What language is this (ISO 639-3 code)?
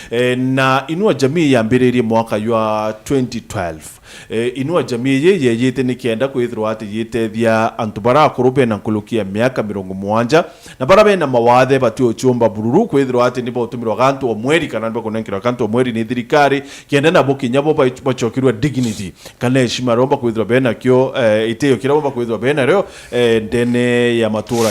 mer